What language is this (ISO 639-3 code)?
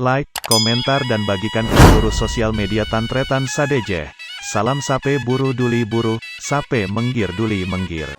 mad